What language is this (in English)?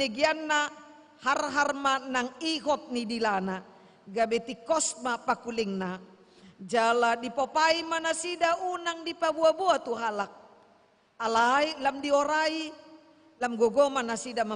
Batak Toba